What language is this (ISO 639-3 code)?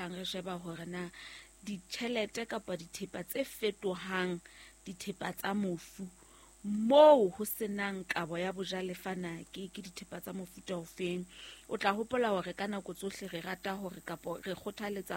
sot